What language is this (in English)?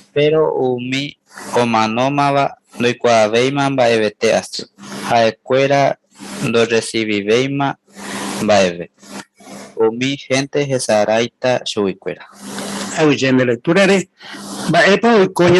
Guarani